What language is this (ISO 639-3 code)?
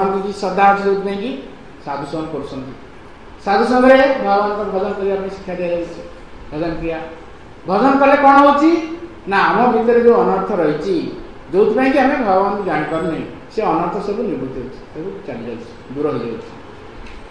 ori